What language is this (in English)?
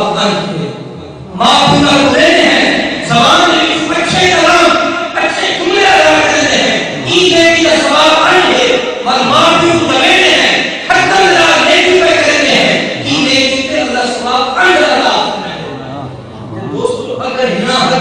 Saraiki